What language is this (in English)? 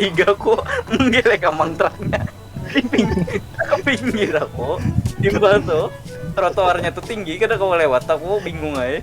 Banjar